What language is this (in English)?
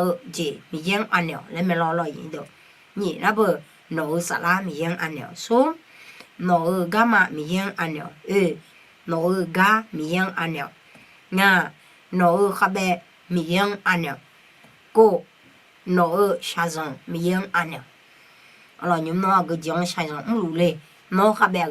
Akha